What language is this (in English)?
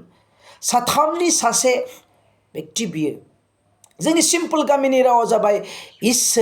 Bodo